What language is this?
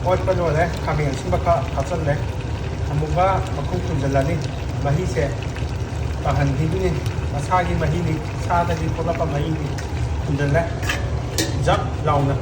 Manipuri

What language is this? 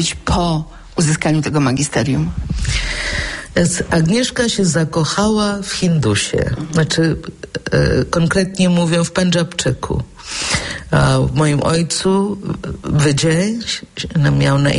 Polish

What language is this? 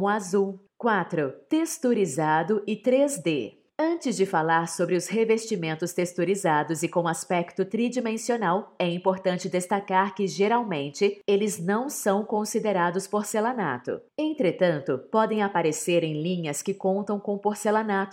Portuguese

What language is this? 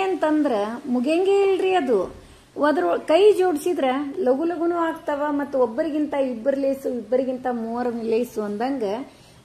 Kannada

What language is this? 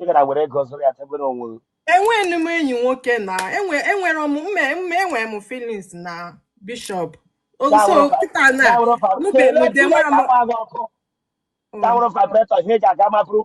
Igbo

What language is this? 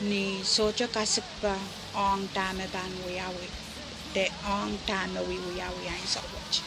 Pohnpeian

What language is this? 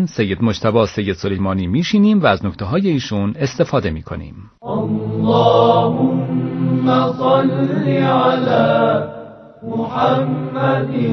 Persian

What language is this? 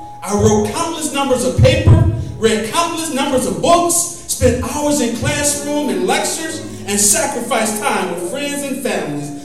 English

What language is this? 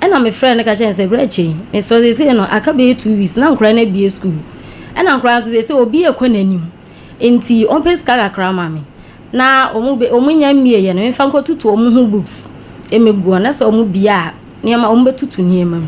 Akan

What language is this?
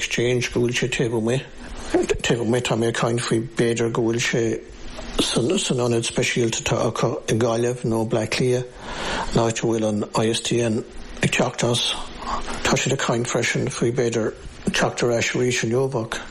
Irish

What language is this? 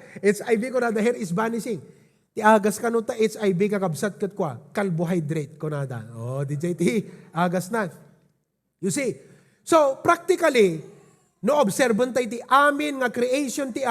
Iloko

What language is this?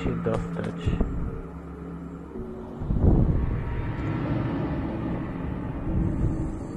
Polish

